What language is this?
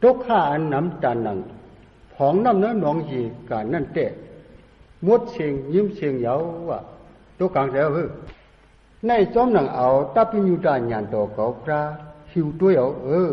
Shan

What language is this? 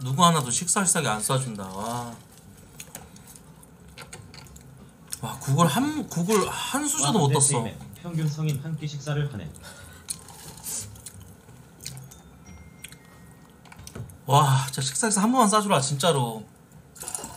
Korean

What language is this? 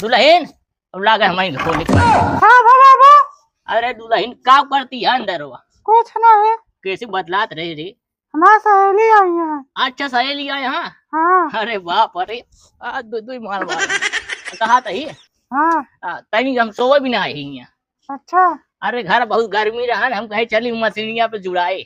Awadhi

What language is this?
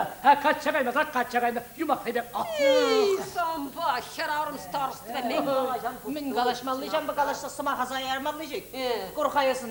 Chuvash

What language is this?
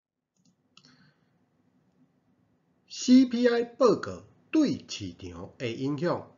Min Nan Chinese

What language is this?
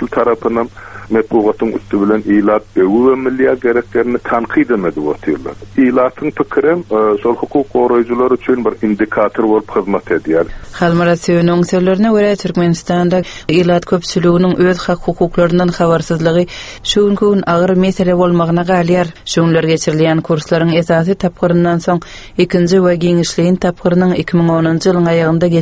Turkmen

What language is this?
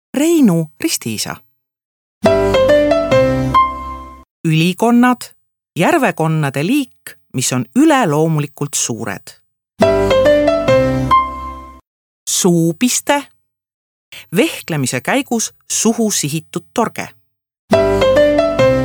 Estonian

